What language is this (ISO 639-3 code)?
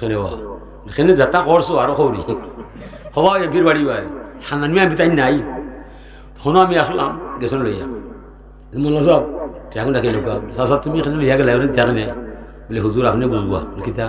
syl